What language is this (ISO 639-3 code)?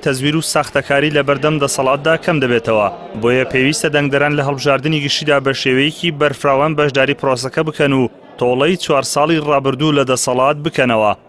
ckb